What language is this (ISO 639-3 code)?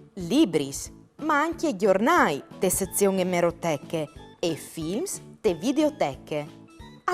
fur